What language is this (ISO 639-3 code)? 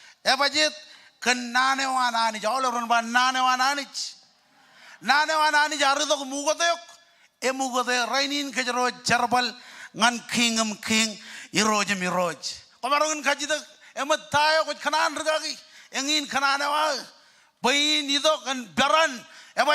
mah